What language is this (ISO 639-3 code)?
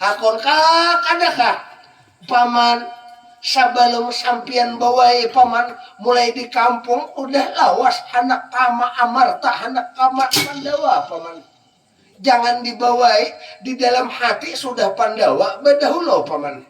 bjn